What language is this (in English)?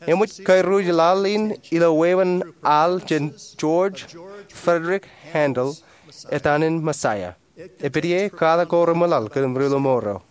Marshallese